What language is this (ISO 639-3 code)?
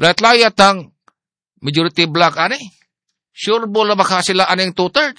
ceb